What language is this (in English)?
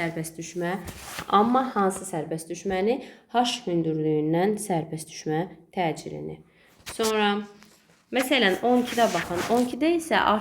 Azerbaijani